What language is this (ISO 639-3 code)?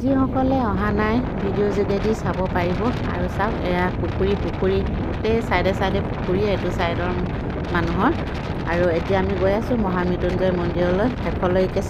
asm